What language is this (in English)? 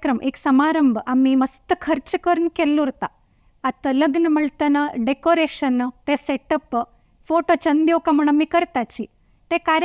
Konkani